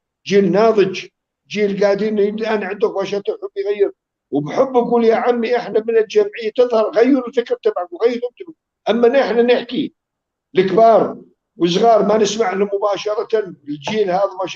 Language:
North Levantine Arabic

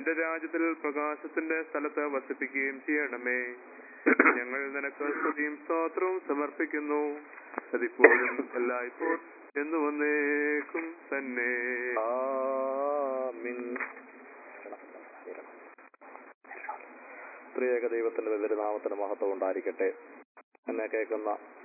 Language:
Malayalam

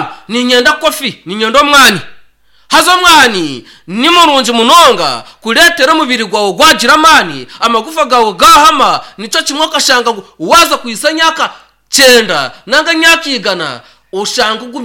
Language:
Nyankole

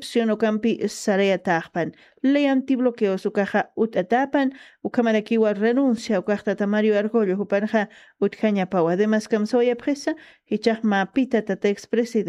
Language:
Aymara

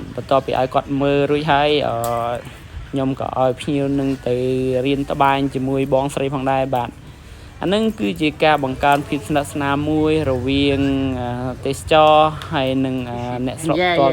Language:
Khmer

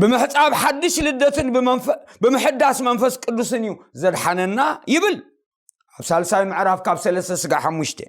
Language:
Tigrinya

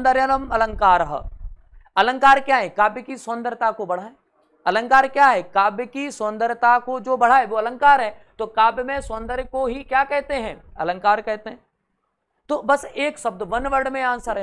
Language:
Hindi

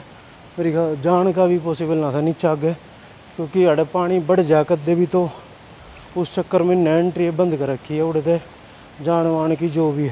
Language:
Haryanvi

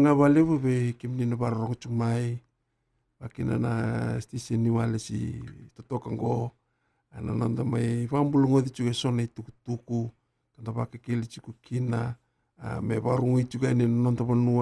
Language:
Fijian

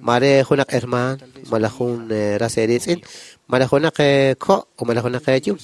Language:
Kekchí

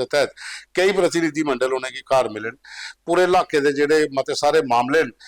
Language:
Dogri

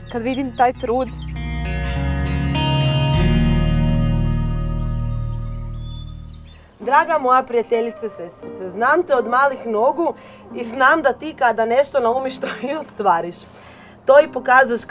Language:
Croatian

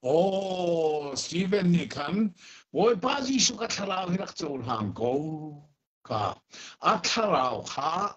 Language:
Hakha Chin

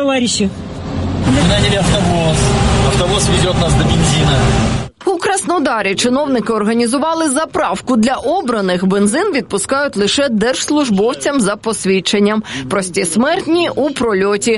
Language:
Ukrainian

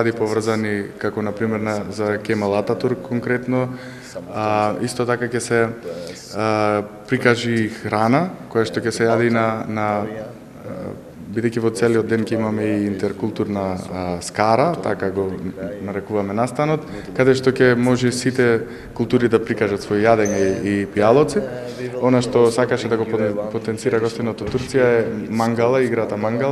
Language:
Macedonian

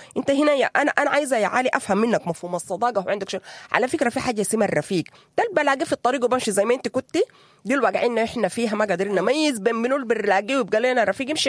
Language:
Sudanese Arabic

